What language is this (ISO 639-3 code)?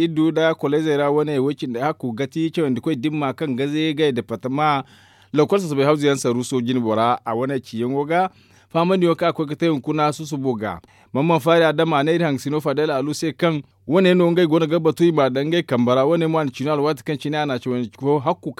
dje